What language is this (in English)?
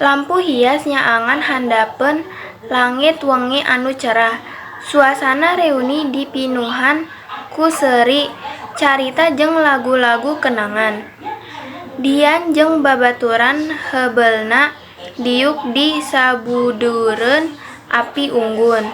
Sundanese